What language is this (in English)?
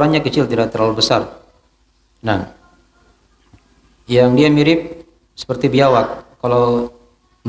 Indonesian